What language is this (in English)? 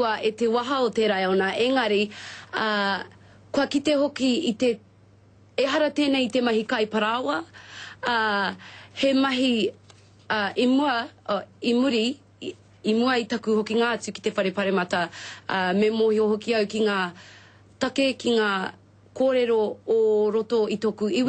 Māori